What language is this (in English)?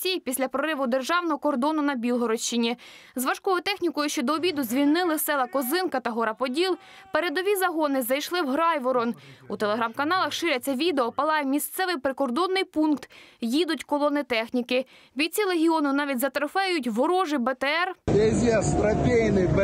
Ukrainian